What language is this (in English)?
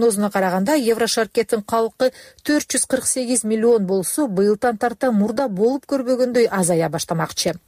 Kyrgyz